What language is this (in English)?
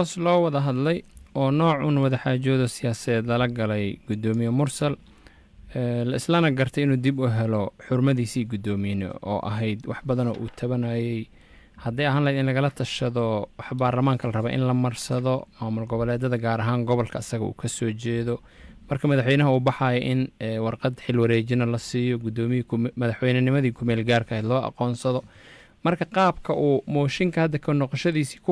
Somali